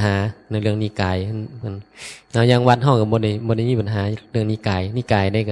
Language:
Northeastern Thai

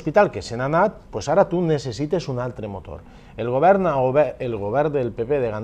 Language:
Catalan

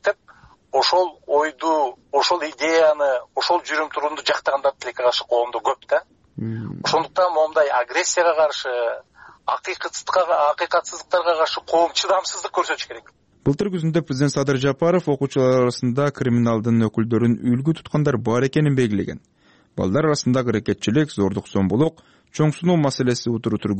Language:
Kyrgyz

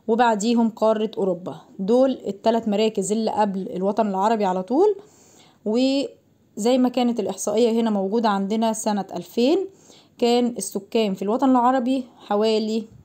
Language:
Egyptian Arabic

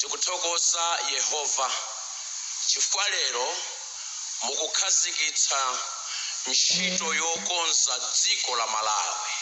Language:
Nyanja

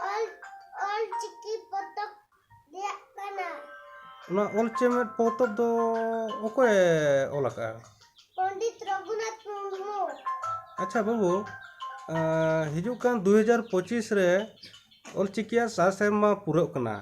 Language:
Santali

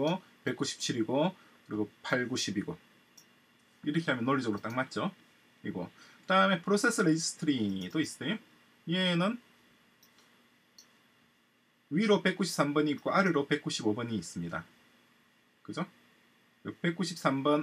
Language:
Korean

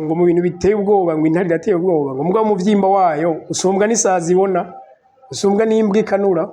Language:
Rundi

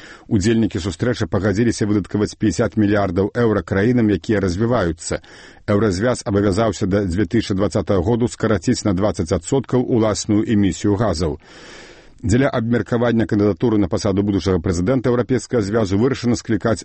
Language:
Belarusian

